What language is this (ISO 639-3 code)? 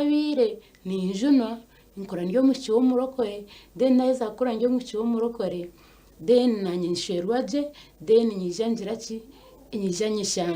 nyn